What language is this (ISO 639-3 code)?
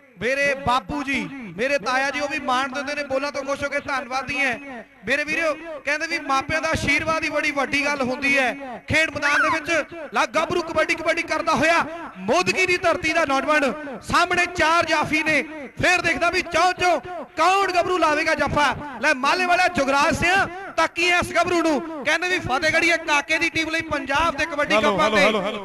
pan